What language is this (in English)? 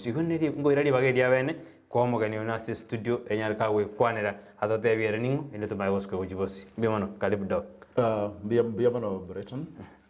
Gusii